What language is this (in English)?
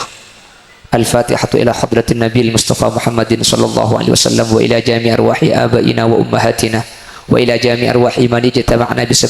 Madurese